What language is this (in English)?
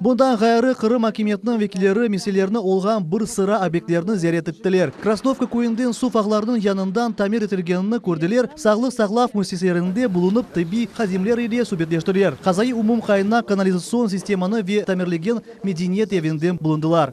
Crimean Tatar